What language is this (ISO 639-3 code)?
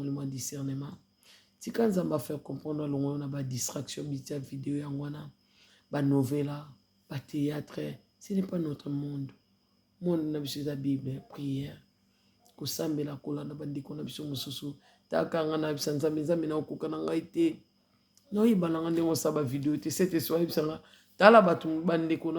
lin